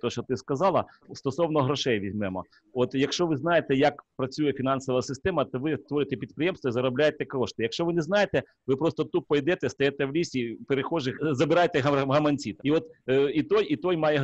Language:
Ukrainian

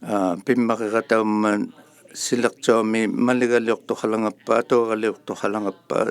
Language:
Inuktitut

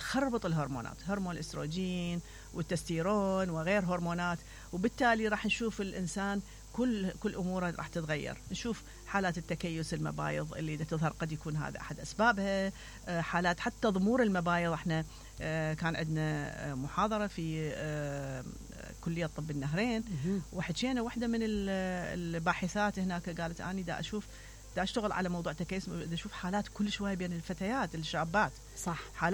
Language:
Mesopotamian Arabic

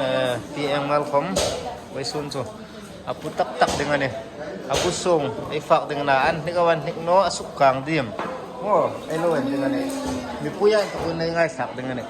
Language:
Hmar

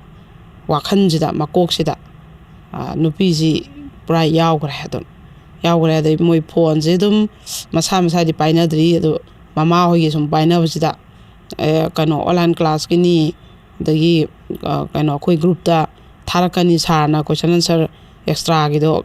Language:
Manipuri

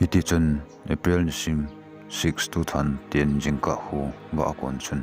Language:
Thado Chin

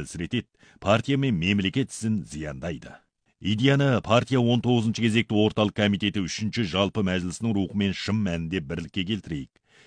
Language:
Kazakh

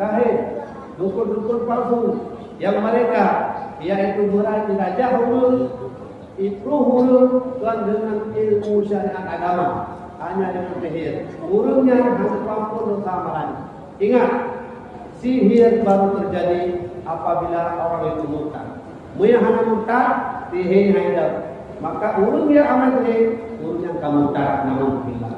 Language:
Achinese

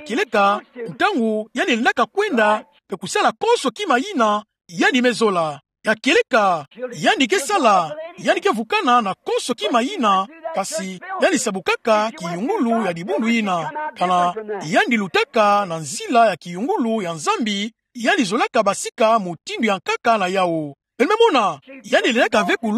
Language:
Kituba (Democratic Republic of Congo)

